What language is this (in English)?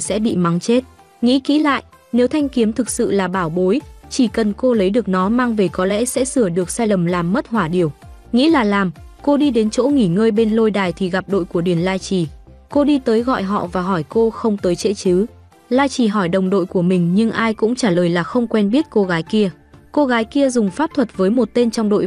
Vietnamese